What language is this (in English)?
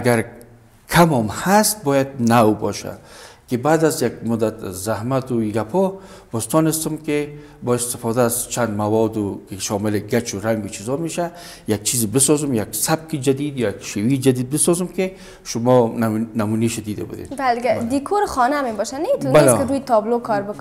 Persian